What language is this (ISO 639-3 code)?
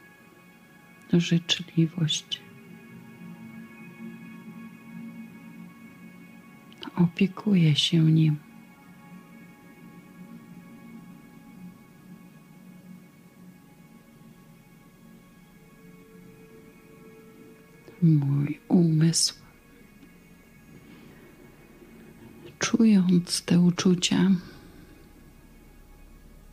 pol